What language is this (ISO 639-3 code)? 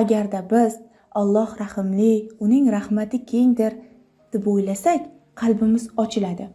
uzb